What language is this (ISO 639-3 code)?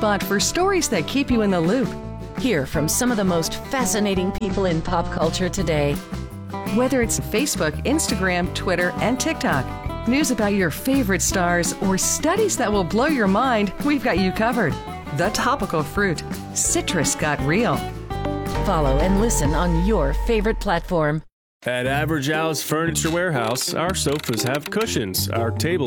eng